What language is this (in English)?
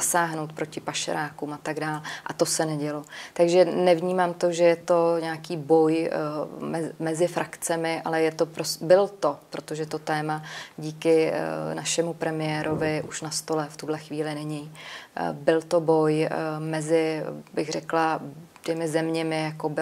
Czech